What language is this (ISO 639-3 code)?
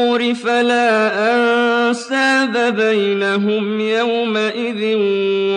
ara